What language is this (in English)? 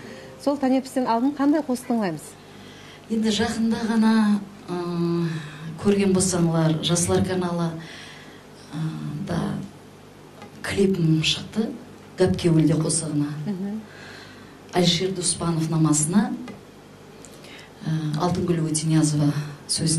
Kara-Kalpak